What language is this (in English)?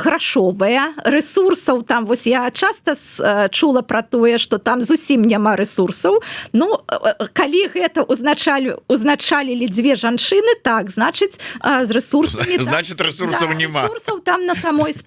Belarusian